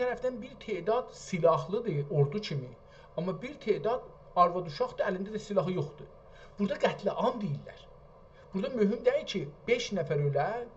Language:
South Azerbaijani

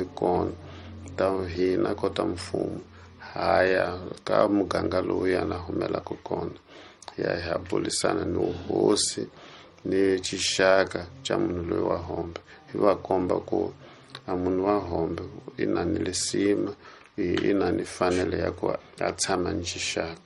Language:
Tsonga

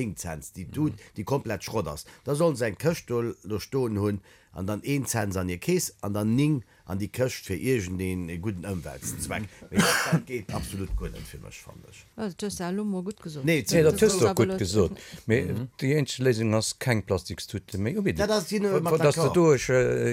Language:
Luxembourgish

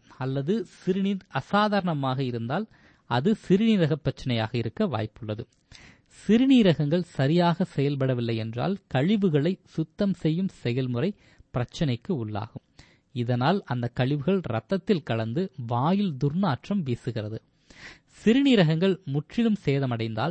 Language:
Tamil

